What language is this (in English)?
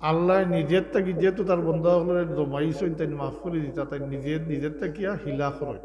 Sylheti